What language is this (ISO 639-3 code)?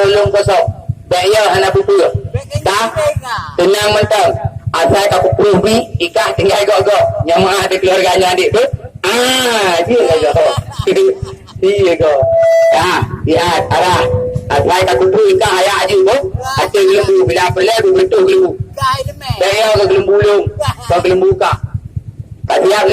ace